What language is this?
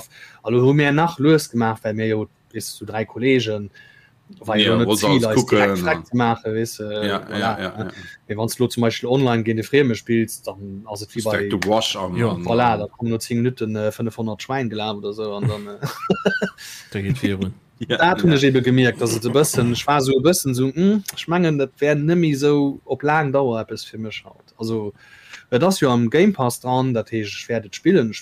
Luxembourgish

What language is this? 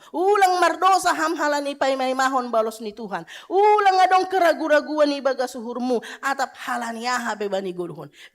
Batak Simalungun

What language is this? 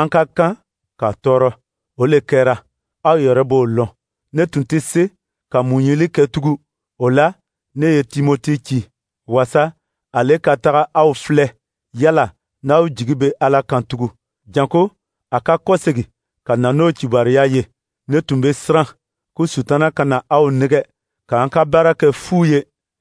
Dyula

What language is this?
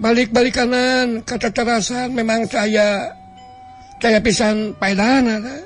Sundanese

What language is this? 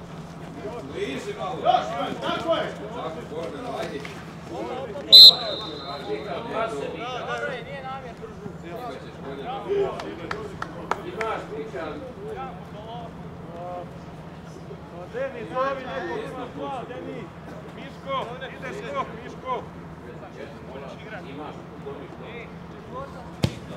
Croatian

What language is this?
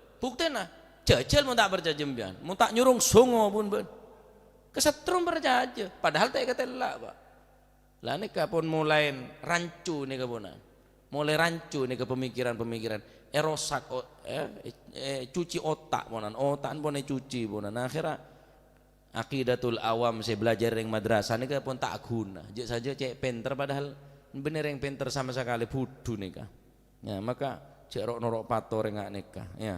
Madurese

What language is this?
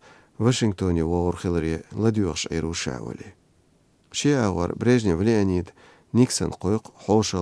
Chechen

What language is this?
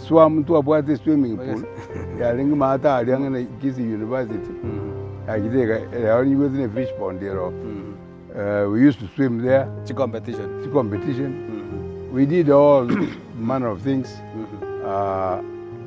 Gusii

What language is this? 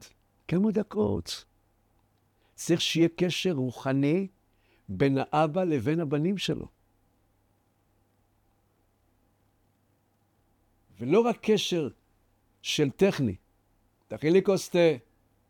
Hebrew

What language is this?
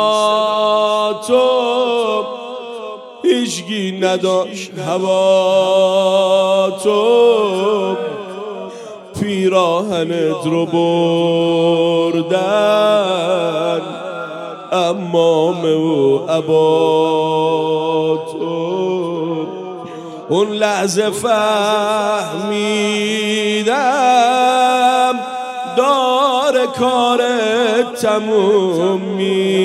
Persian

